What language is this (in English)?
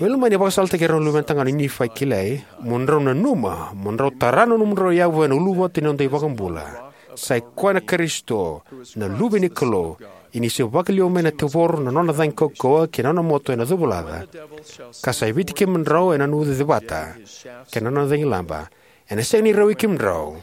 Fijian